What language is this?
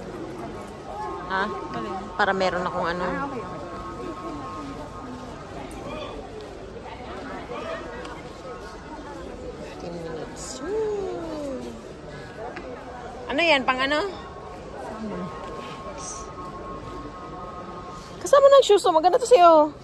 Filipino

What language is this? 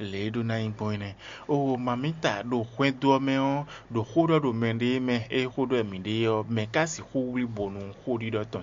Fon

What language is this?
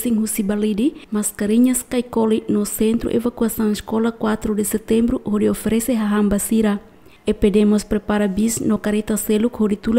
Tetum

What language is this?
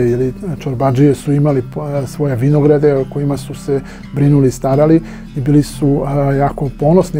Serbian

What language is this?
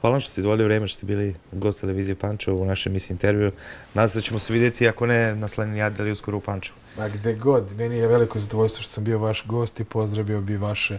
Serbian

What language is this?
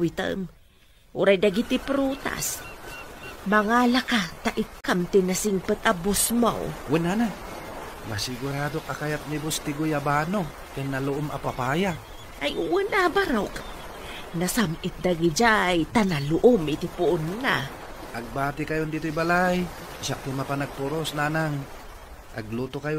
Iloko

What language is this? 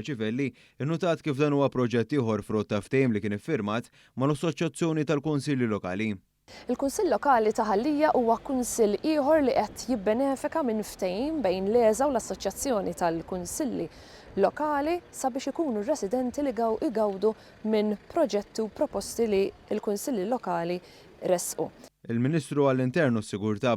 Maltese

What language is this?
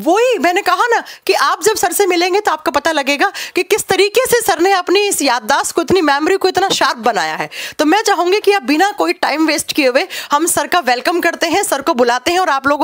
Hindi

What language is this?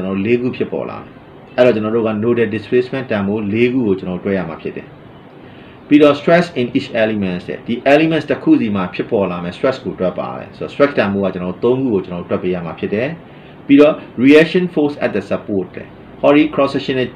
Burmese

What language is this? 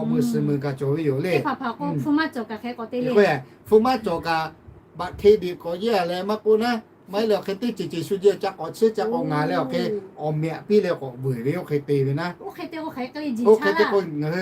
Lahu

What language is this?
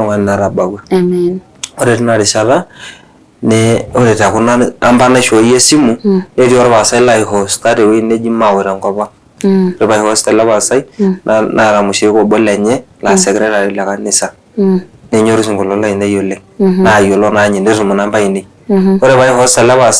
Masai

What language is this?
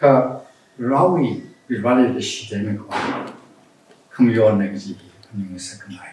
Tangkhul Naga (India)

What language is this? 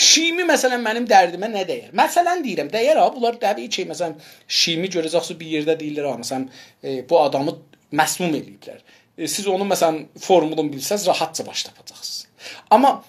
South Azerbaijani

